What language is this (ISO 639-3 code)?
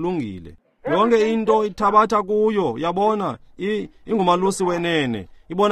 xho